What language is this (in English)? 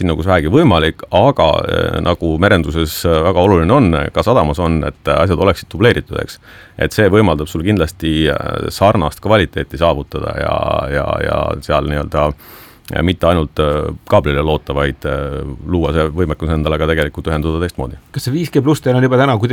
Estonian